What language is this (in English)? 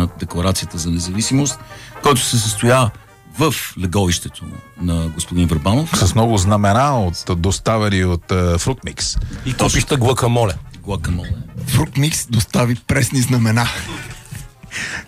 Bulgarian